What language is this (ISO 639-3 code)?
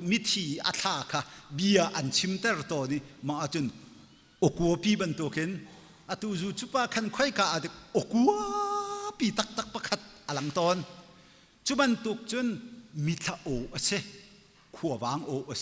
cnh